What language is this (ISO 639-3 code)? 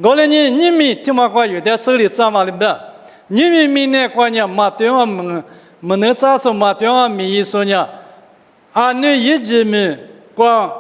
lis